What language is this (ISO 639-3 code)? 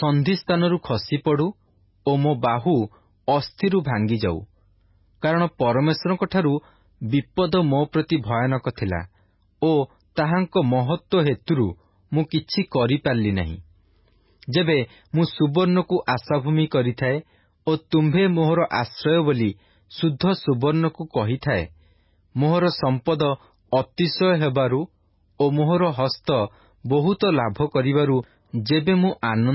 ori